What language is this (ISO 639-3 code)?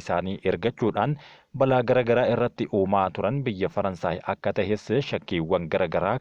orm